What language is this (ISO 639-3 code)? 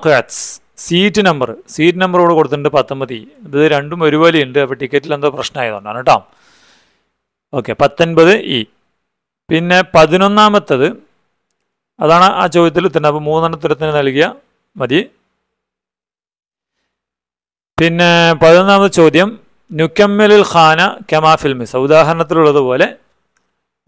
mal